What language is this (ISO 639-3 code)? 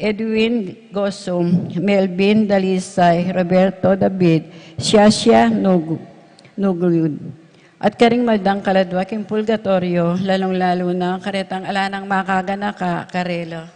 pam